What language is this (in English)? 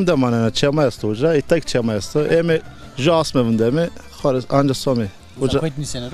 Zaza